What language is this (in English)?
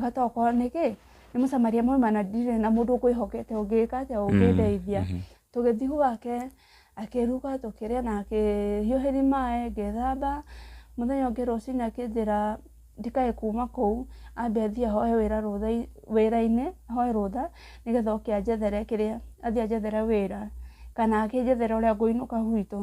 Kikuyu